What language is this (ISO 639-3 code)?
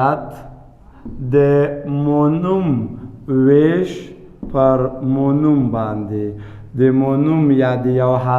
pus